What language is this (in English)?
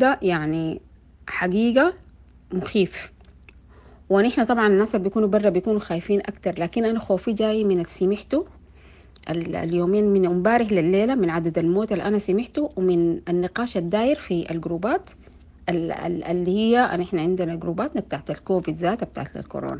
Sudanese Arabic